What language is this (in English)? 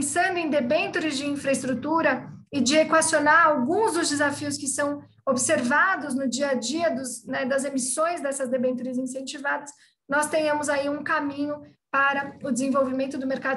Portuguese